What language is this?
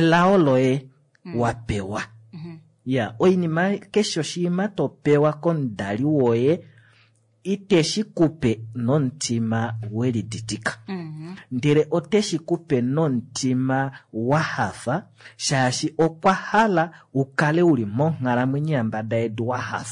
Kuanyama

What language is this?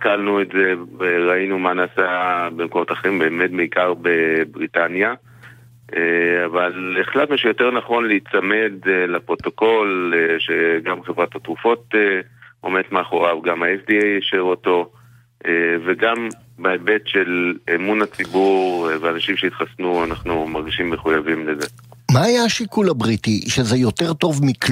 Hebrew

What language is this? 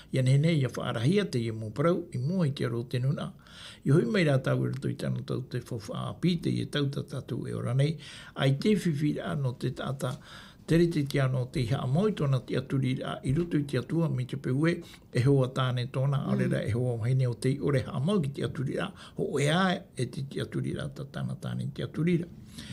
Tahitian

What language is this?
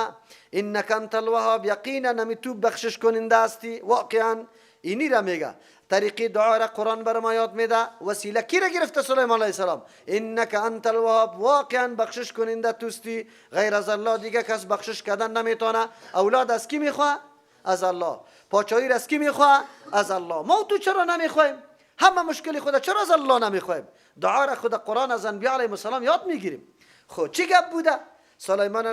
Persian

